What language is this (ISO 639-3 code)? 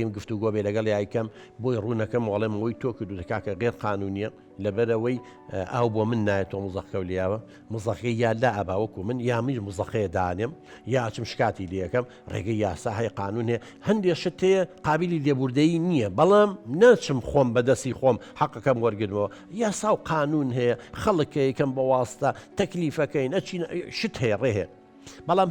ckb